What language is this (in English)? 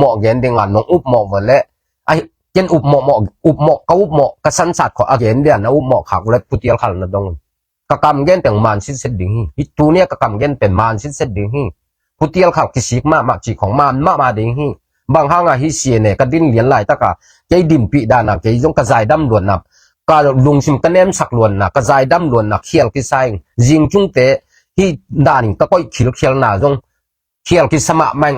Tedim Chin